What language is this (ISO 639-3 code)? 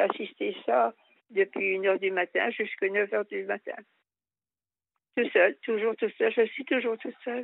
fra